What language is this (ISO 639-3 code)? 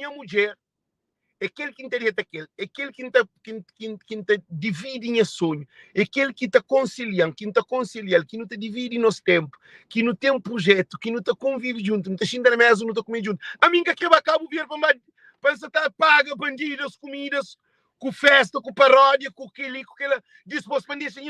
kea